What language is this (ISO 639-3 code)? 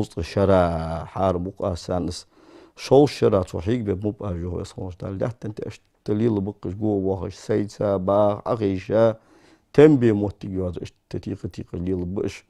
inh